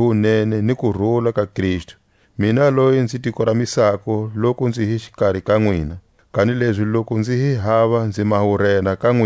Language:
Tswa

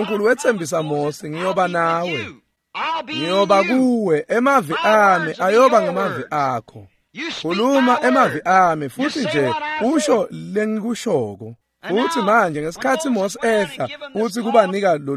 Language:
Swati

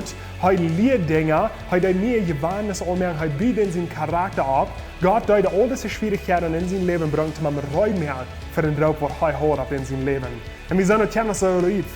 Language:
Plautdietsch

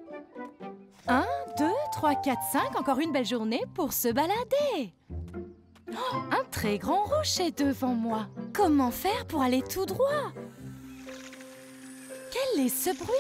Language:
French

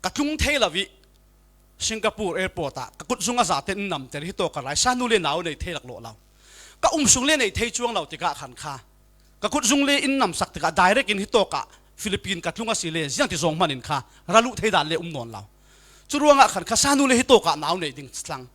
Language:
Falam Chin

